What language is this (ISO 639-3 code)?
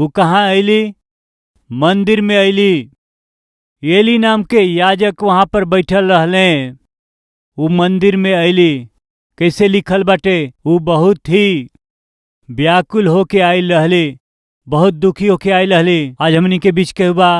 bho